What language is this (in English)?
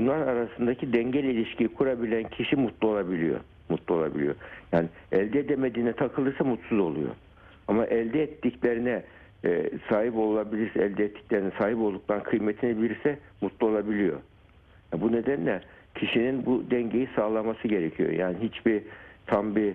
Turkish